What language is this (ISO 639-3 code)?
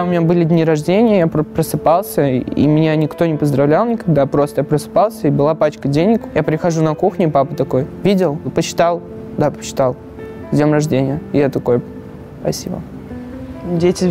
rus